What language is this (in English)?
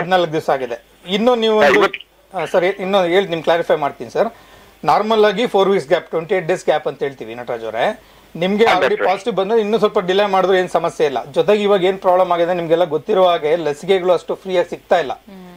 Kannada